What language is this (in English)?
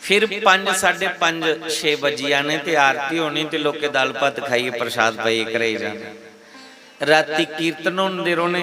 Dogri